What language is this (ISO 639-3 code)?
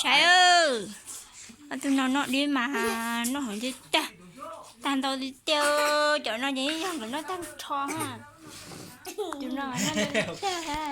hmn